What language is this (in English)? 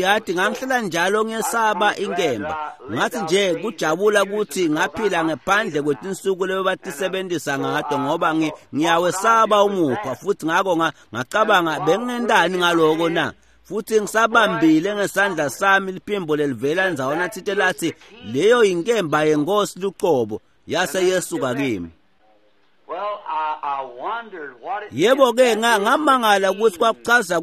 Swati